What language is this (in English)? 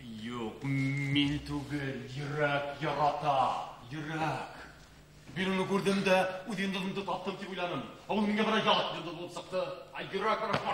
Bashkir